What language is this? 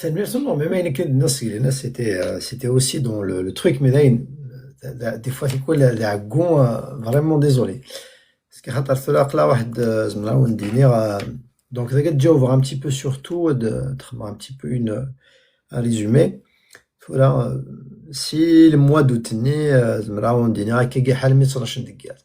Kabyle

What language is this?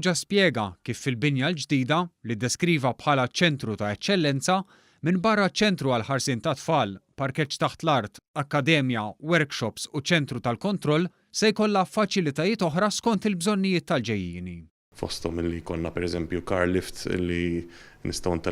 Maltese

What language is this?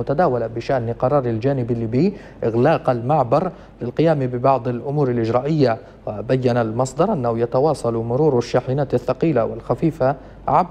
Arabic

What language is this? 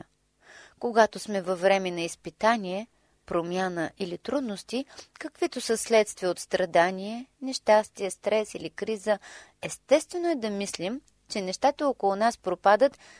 Bulgarian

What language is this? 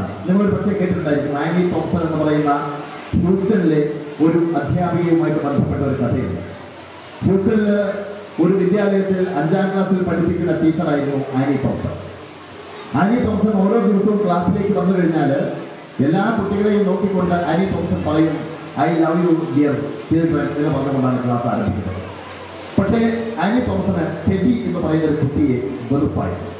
Malayalam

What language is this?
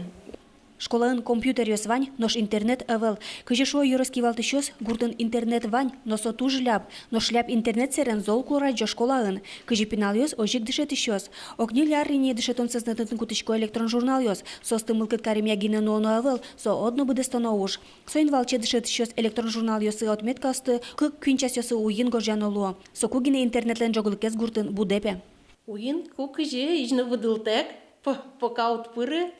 Udmurt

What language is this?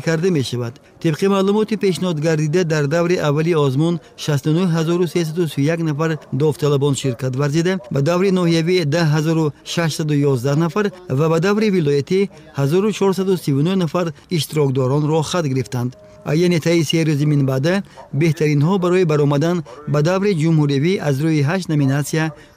Tajik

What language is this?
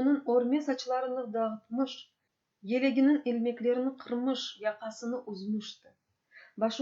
Crimean Tatar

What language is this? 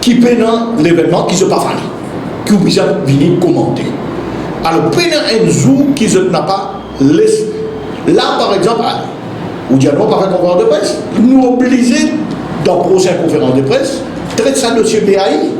Morisyen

